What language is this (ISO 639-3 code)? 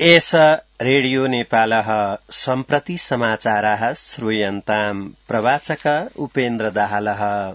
san